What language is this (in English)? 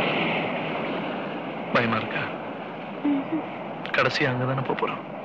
Tamil